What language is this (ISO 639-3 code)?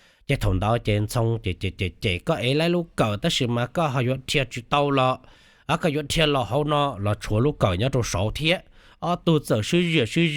hmn